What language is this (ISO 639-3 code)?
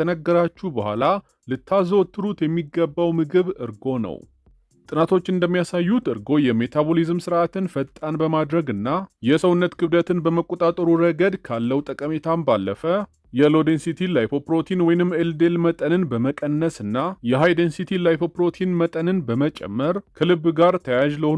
amh